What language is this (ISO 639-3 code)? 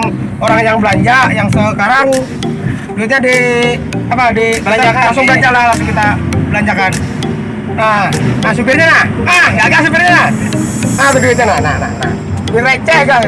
bjn